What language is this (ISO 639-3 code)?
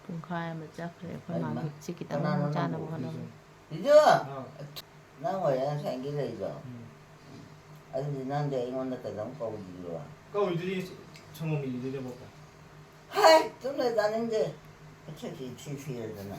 mni